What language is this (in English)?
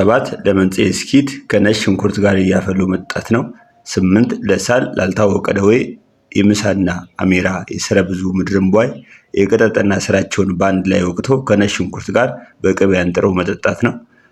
Amharic